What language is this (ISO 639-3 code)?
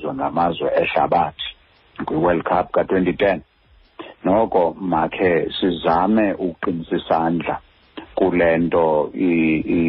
xho